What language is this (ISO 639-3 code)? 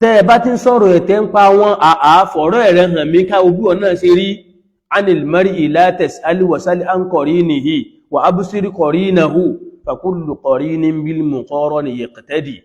yor